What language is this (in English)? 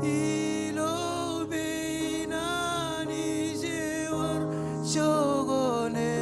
Marshallese